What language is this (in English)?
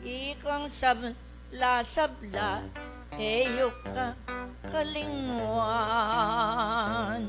Pampanga